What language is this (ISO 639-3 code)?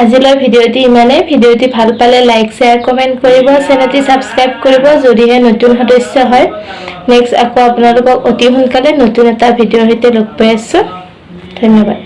asm